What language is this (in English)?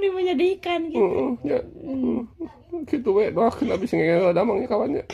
Sundanese